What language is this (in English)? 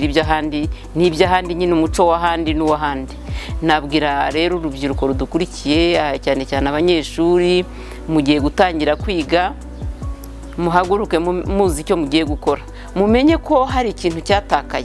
Kinyarwanda